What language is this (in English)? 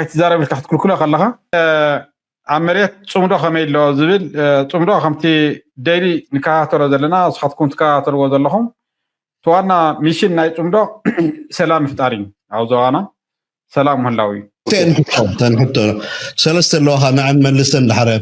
Tigrinya